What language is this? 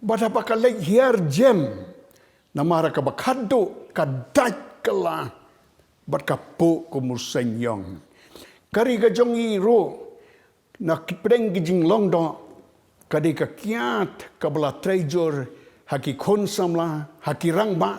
Khasi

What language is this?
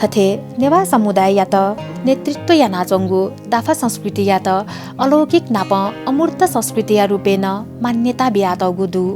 Newari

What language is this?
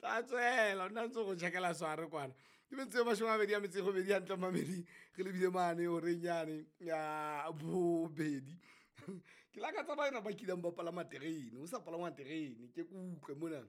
Southern Sotho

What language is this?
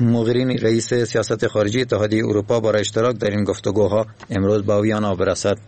Persian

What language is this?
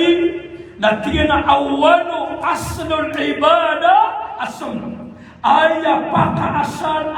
Maranao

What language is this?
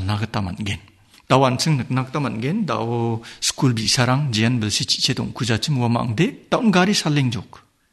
Garo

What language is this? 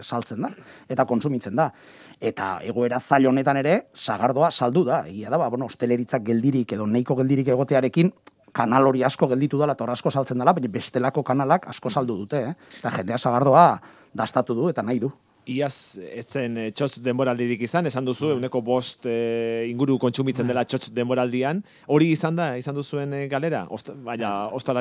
Basque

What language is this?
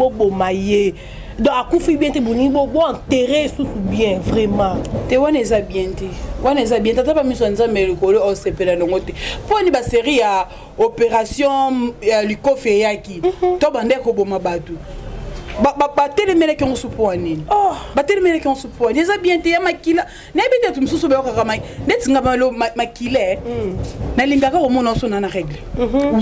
Lingala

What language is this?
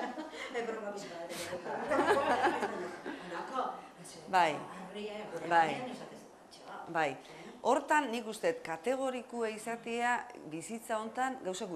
Basque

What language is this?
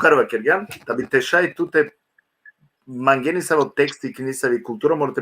Balkan Romani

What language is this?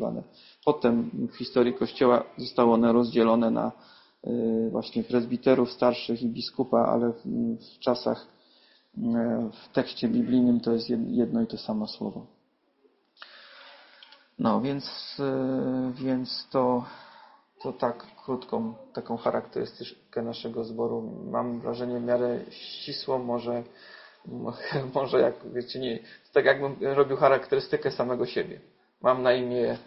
Polish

